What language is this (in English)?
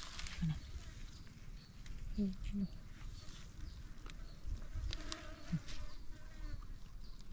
Vietnamese